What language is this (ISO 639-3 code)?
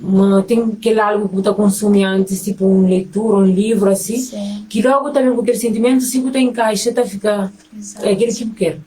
kea